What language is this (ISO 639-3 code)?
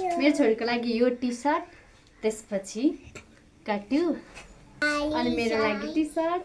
nep